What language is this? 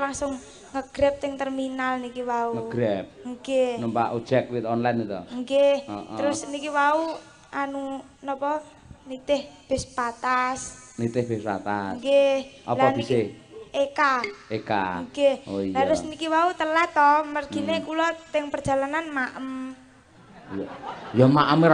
Javanese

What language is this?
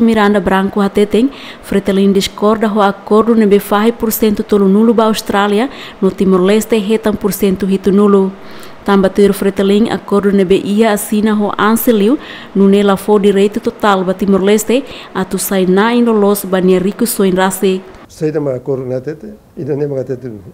Tetum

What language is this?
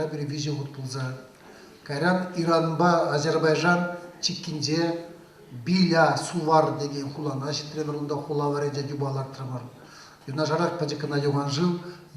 Chuvash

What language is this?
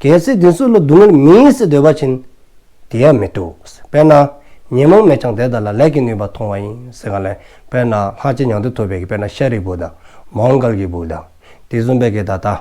Dzongkha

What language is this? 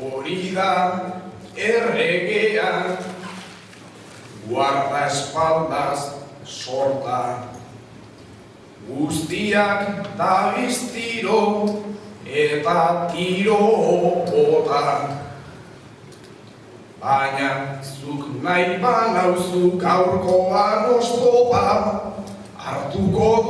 Basque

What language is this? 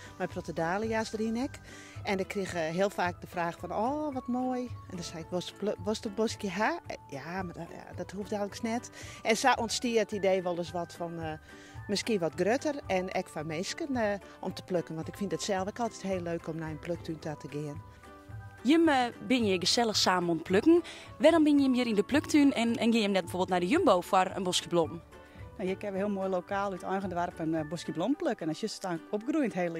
Western Frisian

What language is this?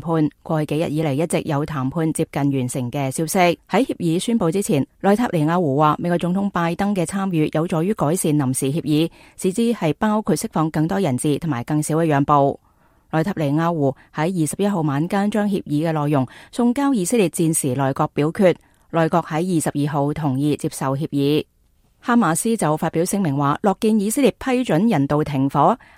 Cantonese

